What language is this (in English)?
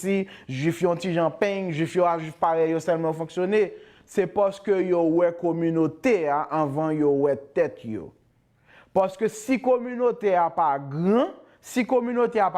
Haitian Creole